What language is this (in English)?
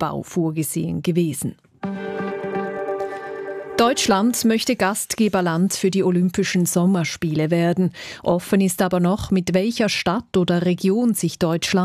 German